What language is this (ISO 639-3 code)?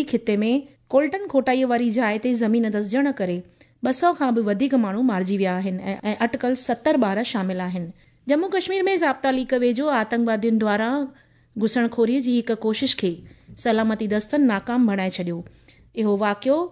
snd